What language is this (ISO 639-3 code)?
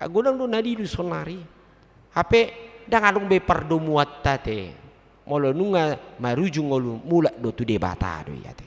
bbc